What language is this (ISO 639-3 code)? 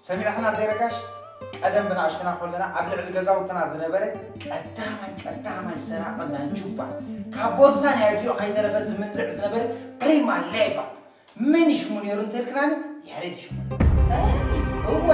tir